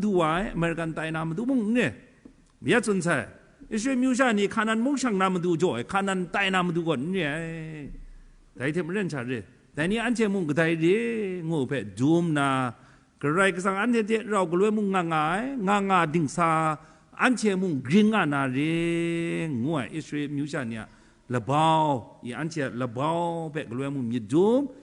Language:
Kachin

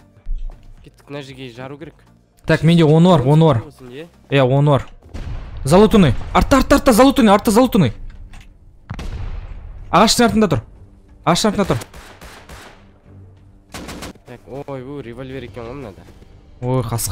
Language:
Kazakh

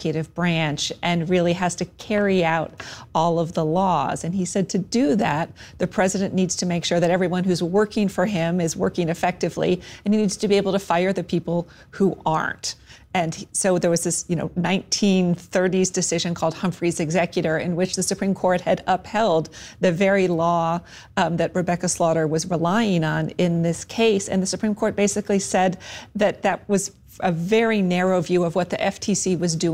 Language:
English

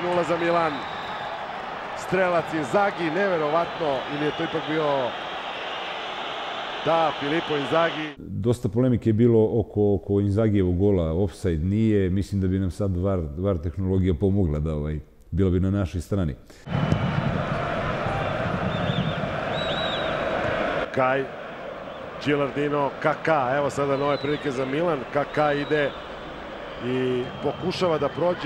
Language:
Serbian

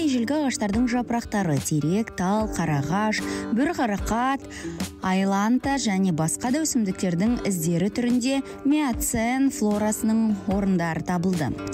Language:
Kazakh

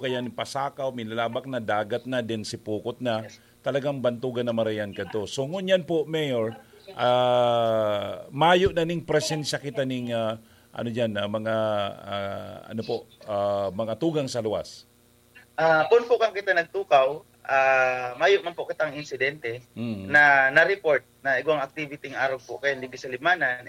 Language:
Bikol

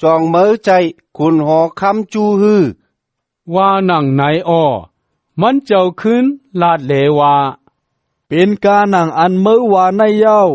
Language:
Shan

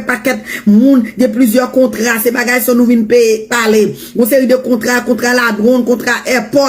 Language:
Haitian Creole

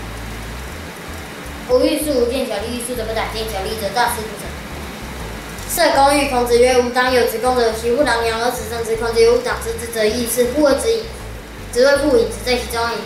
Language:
Literary Chinese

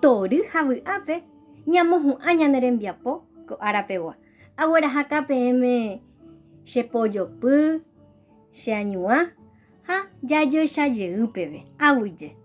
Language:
Guarani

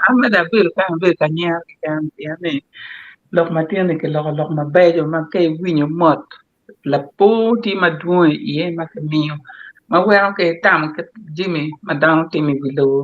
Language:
Acoli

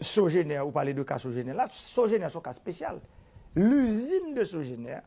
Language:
Haitian Creole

